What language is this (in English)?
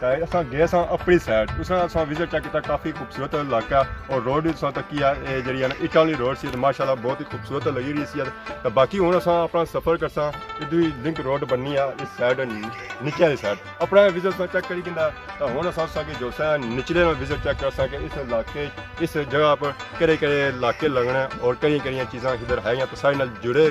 Pahari-Potwari